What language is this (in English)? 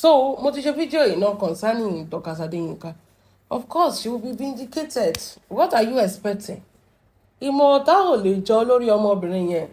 Yoruba